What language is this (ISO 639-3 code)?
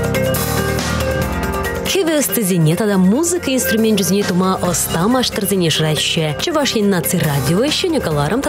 chv